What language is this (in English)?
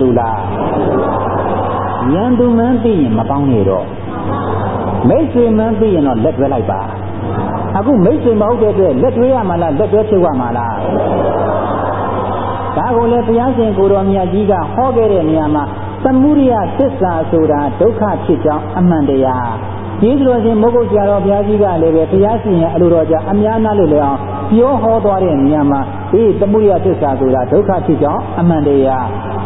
Burmese